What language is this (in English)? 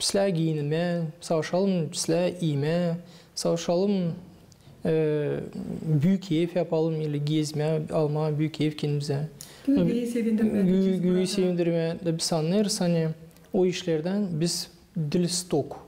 Gagauz